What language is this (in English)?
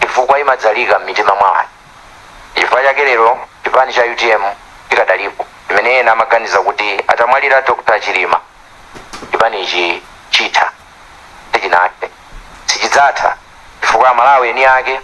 Nyanja